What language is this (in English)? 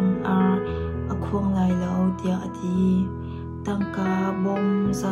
Hakha Chin